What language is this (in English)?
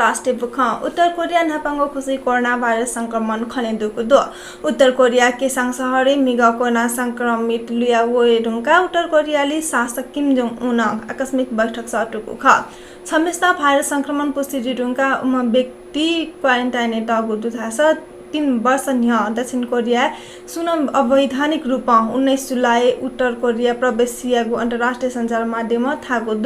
Newari